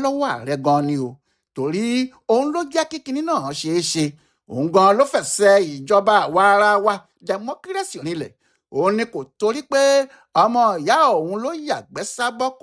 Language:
Yoruba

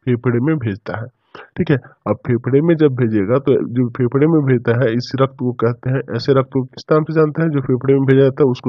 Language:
Hindi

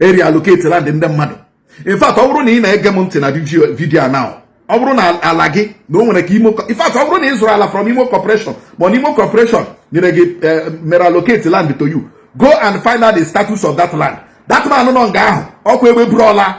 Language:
Igbo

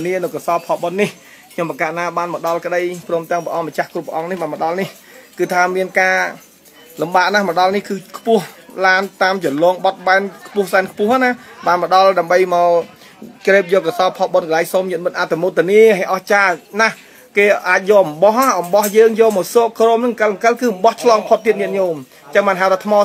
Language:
Khmer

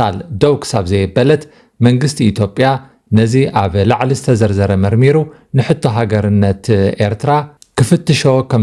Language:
Tigrinya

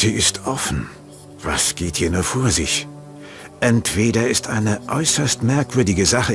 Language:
Bavarian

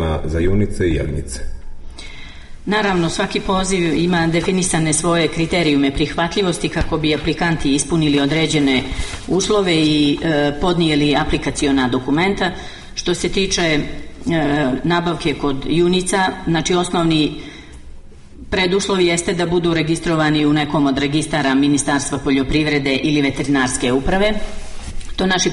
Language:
Serbian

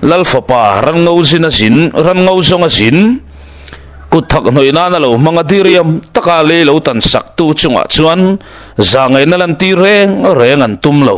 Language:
Mizo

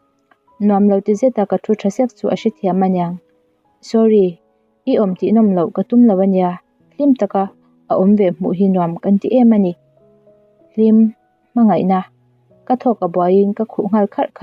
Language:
Mizo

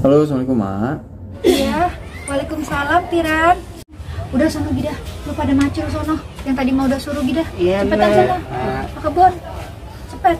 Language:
Betawi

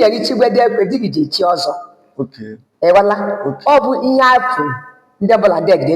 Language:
Igbo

